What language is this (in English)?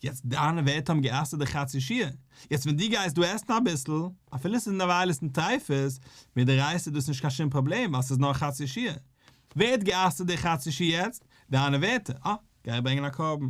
Yiddish